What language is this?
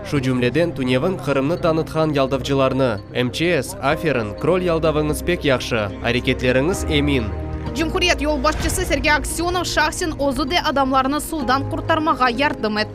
Crimean Tatar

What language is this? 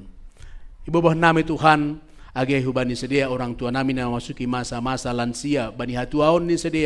Batak Simalungun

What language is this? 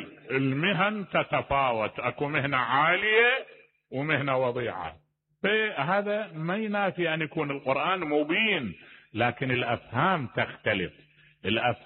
Mesopotamian Arabic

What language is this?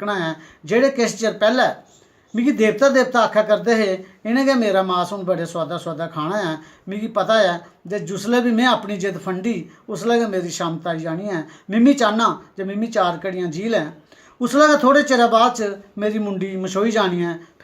Dogri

